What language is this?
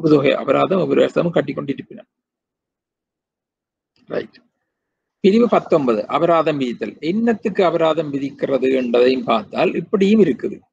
Tamil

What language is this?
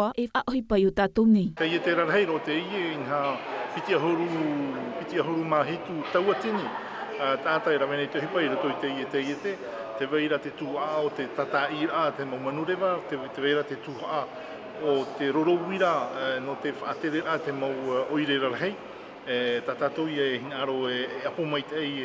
Tahitian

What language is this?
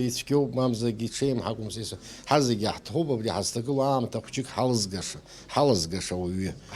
Abkhazian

